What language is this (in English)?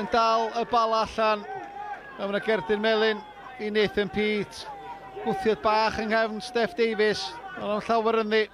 Welsh